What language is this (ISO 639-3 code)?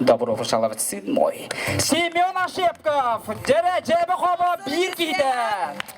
sah